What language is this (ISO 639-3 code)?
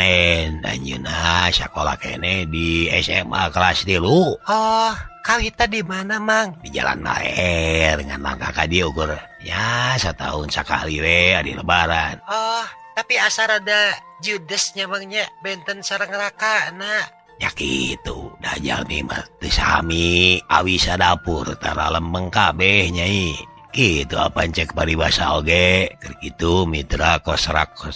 sun